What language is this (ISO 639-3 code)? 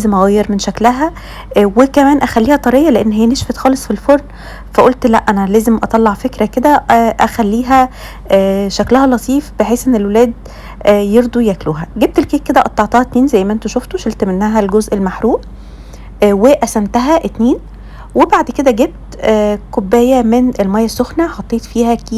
arz